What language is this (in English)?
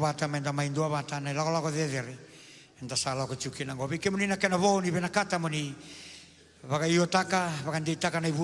Fijian